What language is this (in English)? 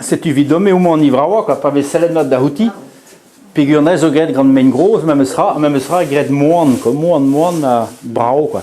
Breton